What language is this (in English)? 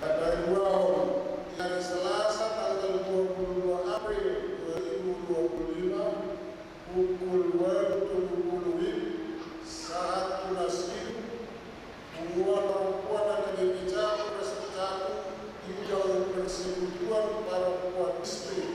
Batak Toba